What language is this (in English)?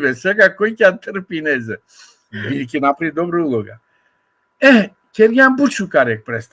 Balkan Romani